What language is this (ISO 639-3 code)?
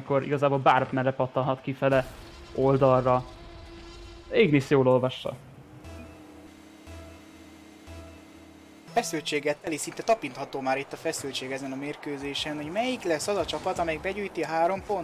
hun